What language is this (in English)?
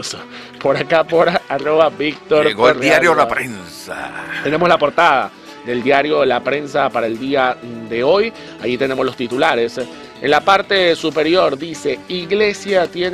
Spanish